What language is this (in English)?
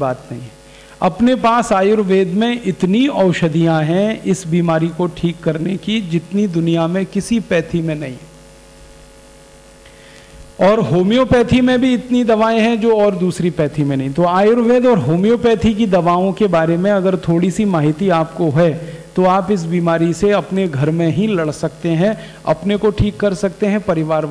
Hindi